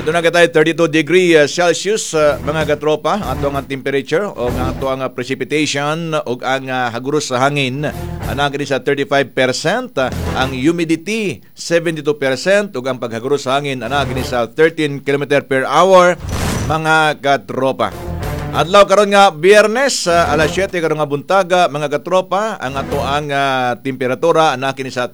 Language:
Cebuano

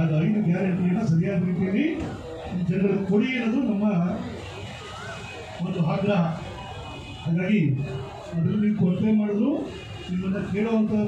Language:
Kannada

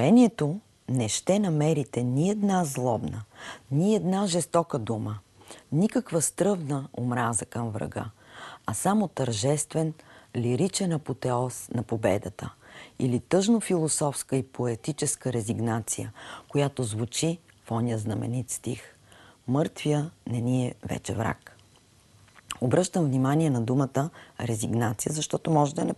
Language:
Bulgarian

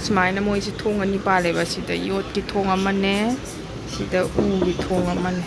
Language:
Manipuri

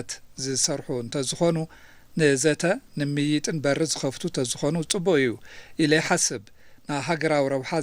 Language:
Tigrinya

